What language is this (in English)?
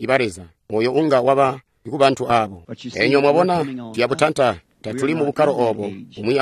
Tonga (Zambia)